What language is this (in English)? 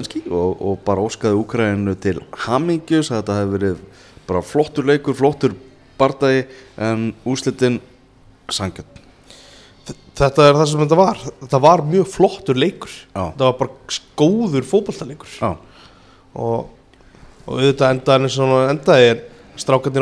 Icelandic